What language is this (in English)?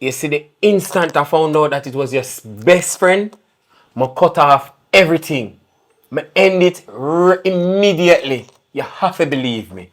Jamaican Creole English